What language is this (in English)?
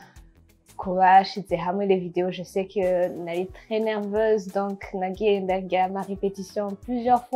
Rundi